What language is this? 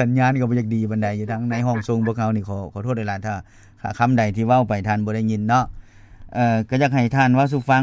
Lao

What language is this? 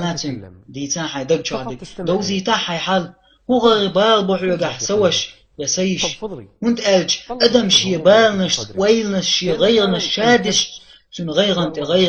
Chechen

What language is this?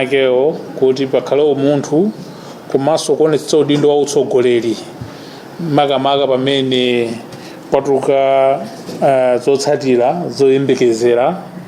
Nyanja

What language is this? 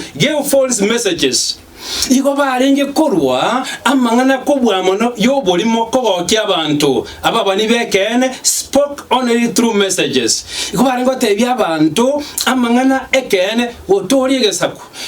Gusii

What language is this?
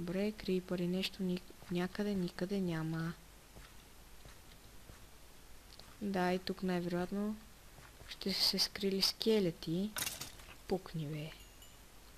Bulgarian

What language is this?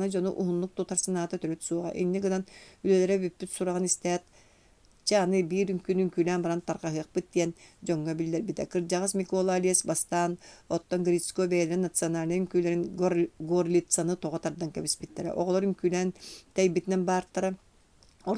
Yakut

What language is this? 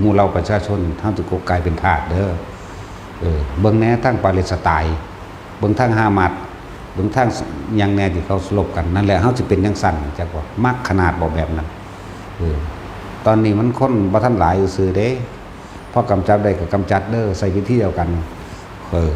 Northeastern Thai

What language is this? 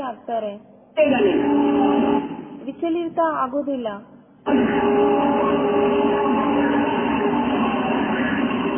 Kannada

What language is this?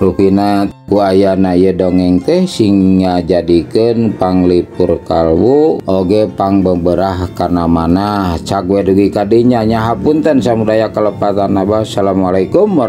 Sundanese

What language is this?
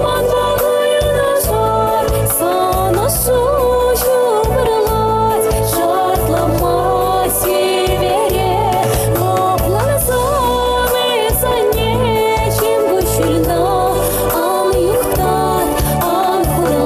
Chuvash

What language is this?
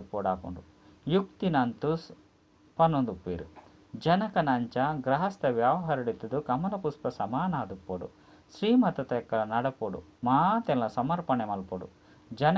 Tulu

